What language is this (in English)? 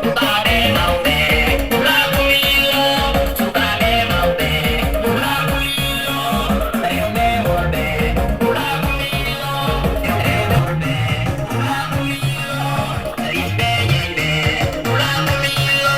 Fula